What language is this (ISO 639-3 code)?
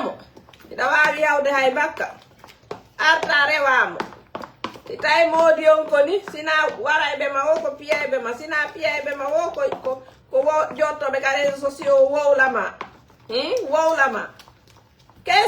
ful